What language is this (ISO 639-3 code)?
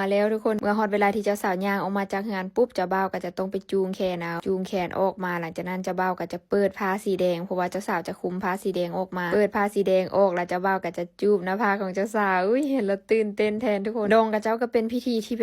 lao